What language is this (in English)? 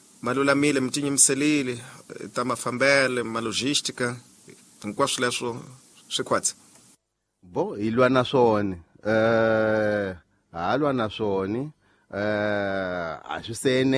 Tsonga